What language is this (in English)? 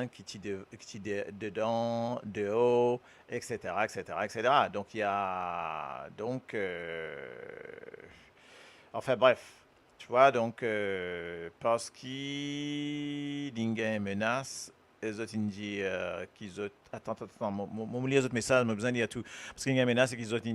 Morisyen